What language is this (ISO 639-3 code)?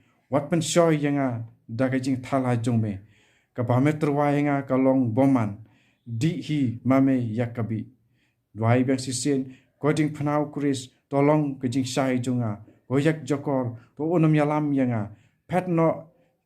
kha